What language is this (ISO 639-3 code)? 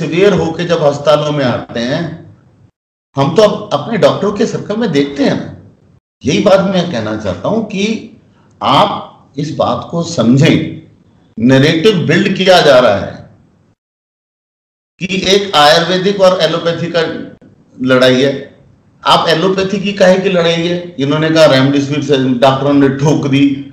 hin